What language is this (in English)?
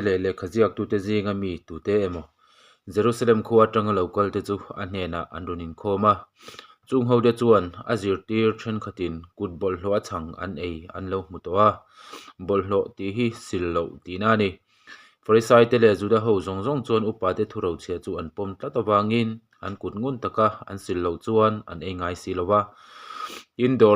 Mizo